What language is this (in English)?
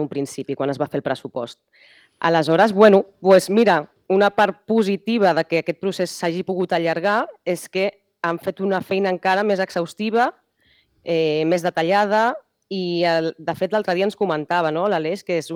Catalan